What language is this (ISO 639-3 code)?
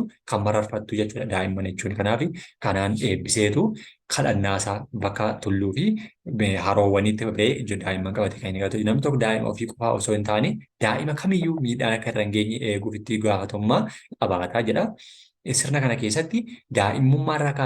orm